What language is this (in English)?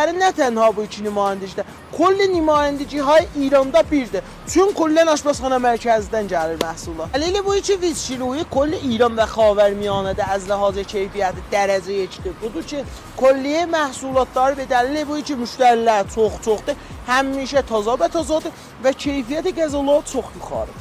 South Azerbaijani